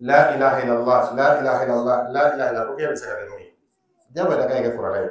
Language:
Dyula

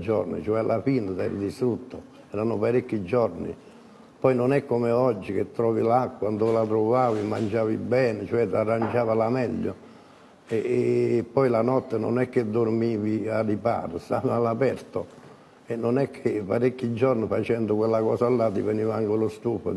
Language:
Italian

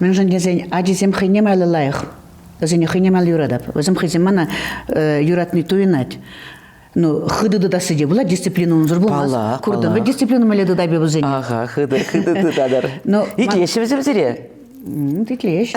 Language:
Chuvash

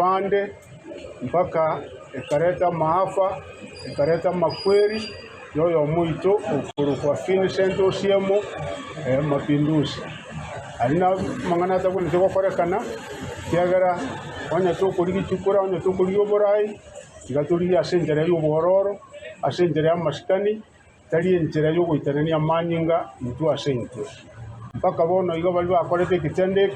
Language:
Gusii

